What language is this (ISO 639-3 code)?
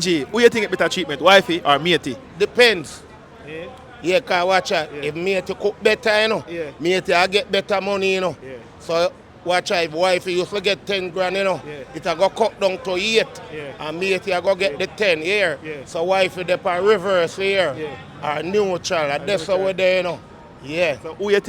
jam